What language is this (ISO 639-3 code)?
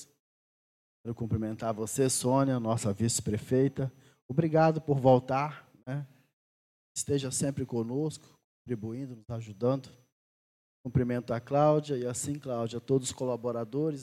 por